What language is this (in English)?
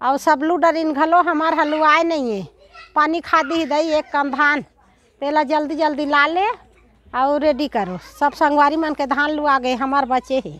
Chhattisgarhi